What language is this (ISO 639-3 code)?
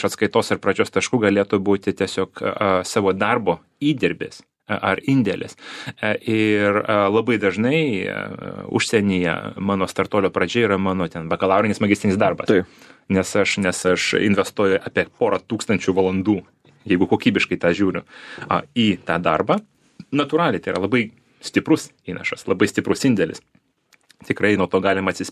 lit